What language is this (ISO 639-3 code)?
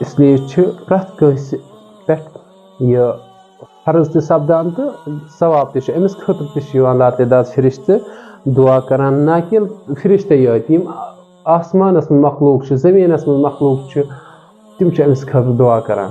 kas